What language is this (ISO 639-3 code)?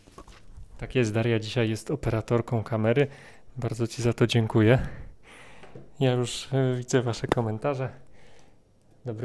pol